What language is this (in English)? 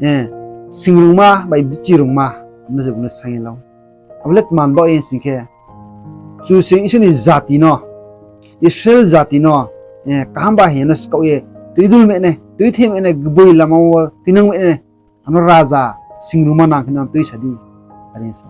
Riang (India)